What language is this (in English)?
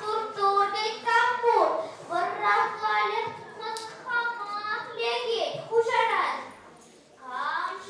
Chuvash